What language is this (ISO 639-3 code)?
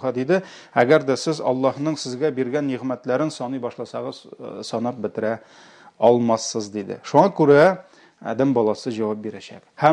tat